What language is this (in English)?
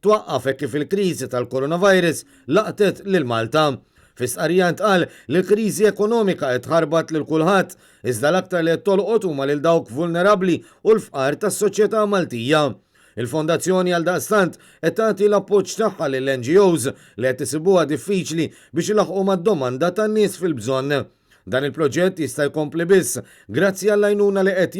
Maltese